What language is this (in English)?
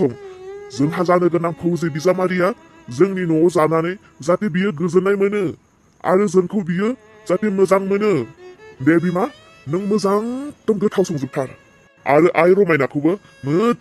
Bodo